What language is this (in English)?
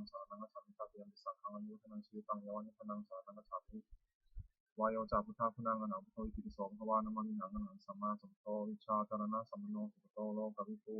Pali